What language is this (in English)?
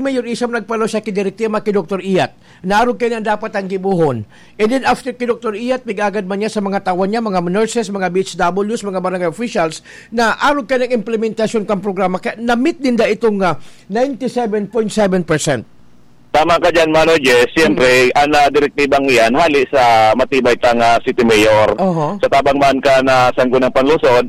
Bikol